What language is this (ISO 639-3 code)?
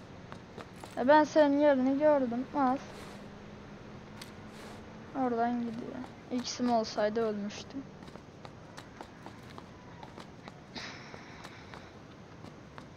tur